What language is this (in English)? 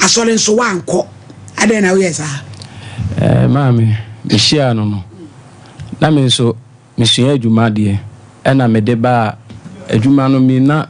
Akan